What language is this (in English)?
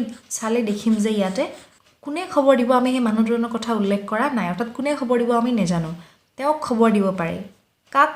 Assamese